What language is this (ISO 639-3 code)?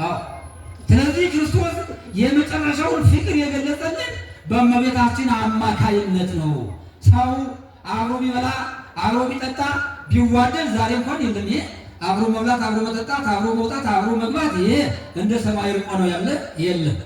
amh